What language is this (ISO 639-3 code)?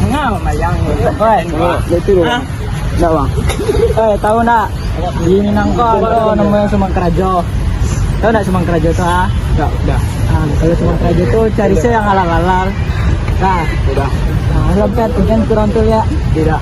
min